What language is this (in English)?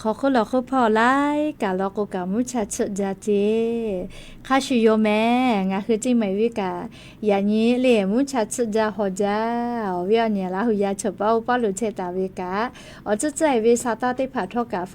Lahu